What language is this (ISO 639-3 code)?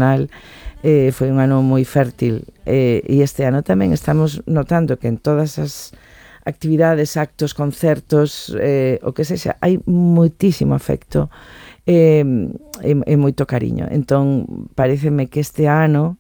glg